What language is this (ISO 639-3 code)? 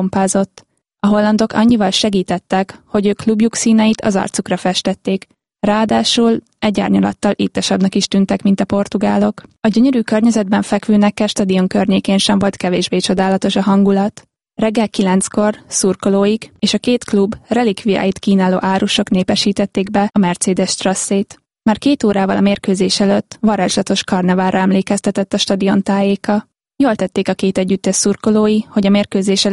hun